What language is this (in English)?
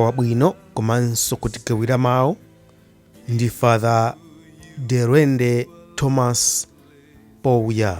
Nyanja